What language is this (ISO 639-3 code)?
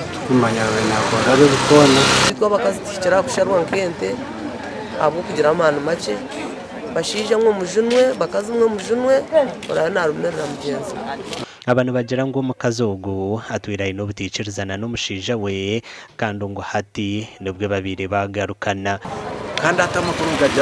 nyn